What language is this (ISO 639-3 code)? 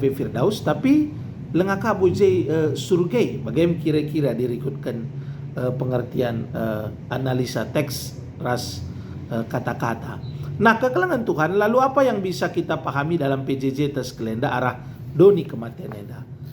btx